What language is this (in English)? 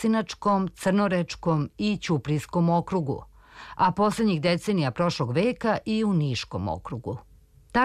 Serbian